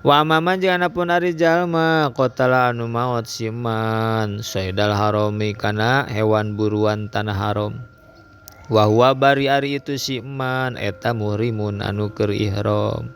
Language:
Sundanese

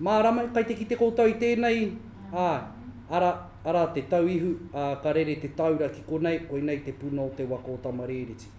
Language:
Māori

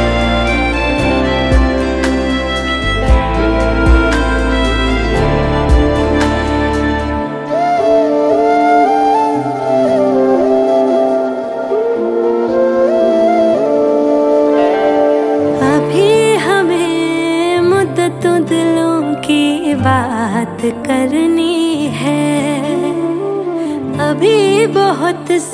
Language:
Hindi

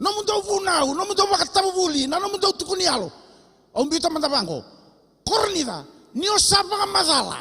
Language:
Fijian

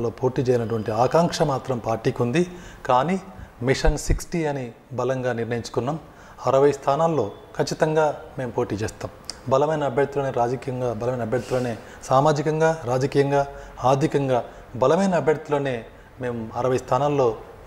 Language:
Telugu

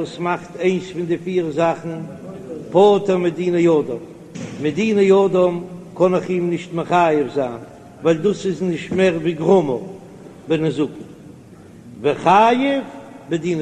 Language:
Yiddish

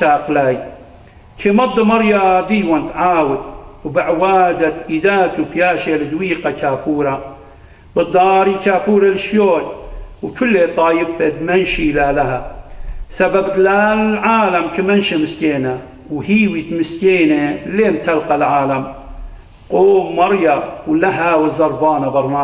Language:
Assyrian Neo-Aramaic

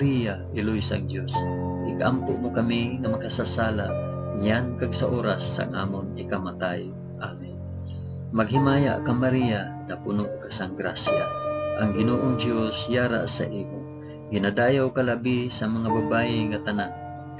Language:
Hiligaynon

